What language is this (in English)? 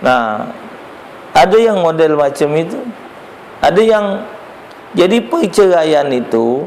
Musi